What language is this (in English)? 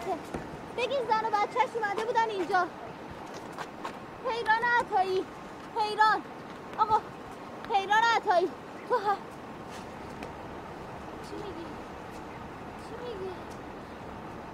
Persian